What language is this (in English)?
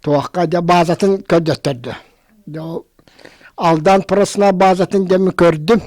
Yakut